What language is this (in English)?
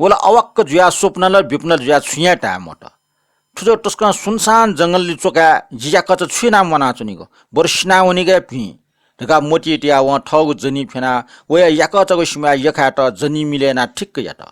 Newari